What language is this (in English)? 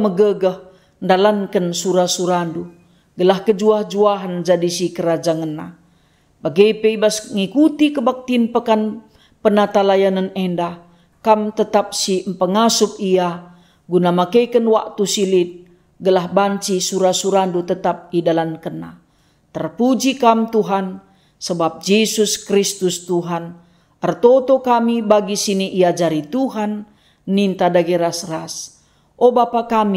Batak Karo